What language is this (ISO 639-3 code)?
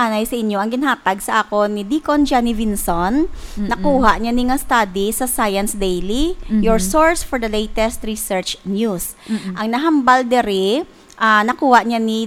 hil